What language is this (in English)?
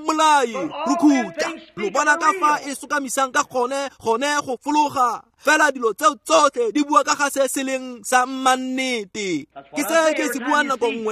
Tswana